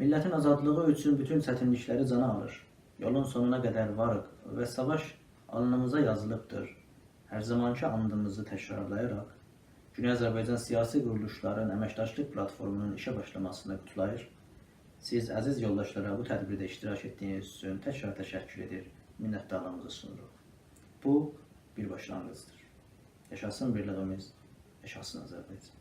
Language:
South Azerbaijani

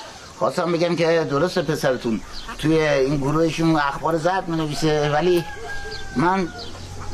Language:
Persian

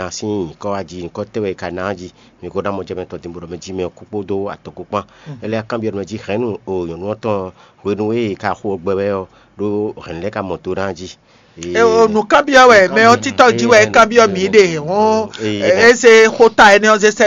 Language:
Fon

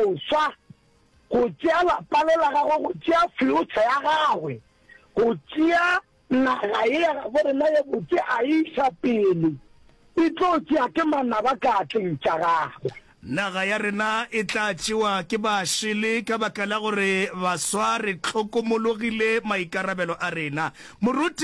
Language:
Northern Sotho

